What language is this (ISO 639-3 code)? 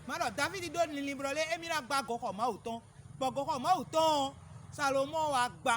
fon